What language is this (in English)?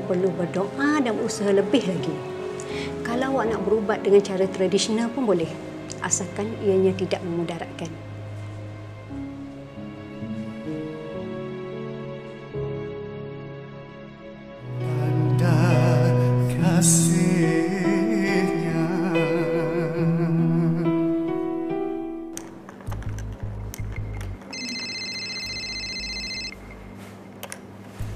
Malay